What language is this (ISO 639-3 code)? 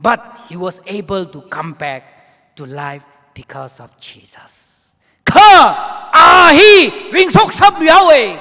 nmf